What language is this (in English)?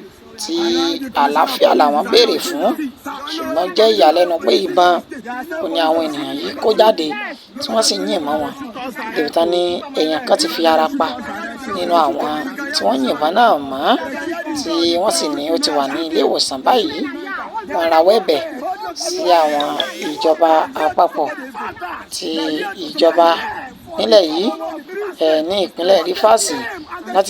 Yoruba